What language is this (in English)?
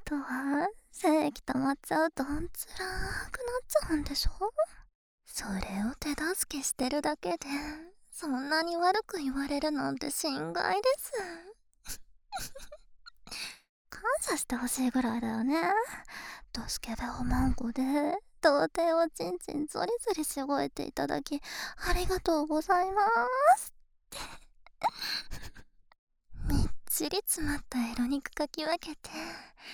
Japanese